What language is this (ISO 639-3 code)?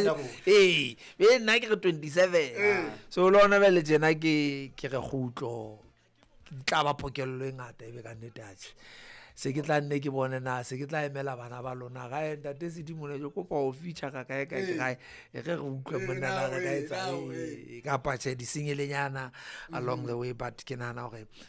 sot